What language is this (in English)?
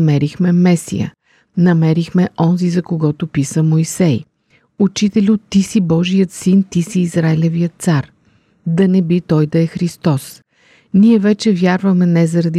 Bulgarian